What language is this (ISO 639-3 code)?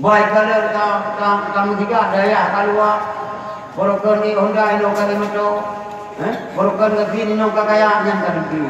ace